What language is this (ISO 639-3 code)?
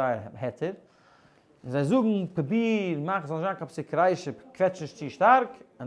yid